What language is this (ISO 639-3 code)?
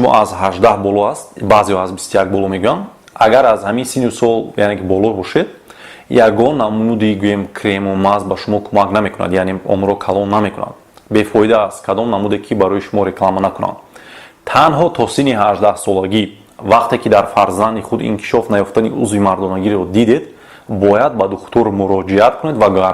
tgk